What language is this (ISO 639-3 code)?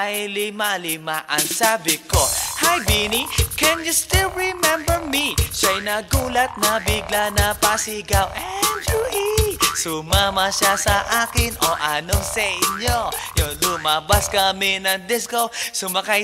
fil